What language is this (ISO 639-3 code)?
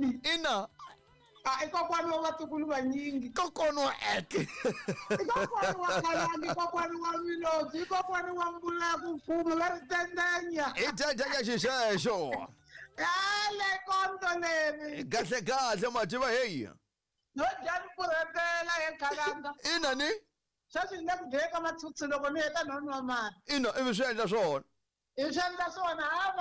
tso